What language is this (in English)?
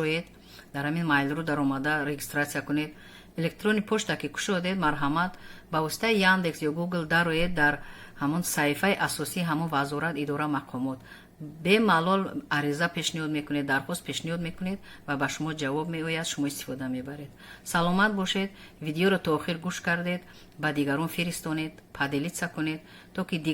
Tajik